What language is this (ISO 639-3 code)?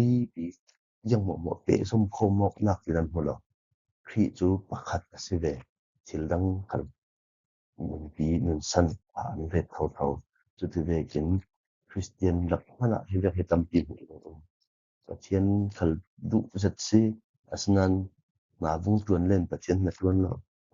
cfm